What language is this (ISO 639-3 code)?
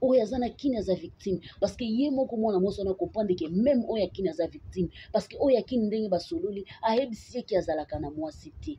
lin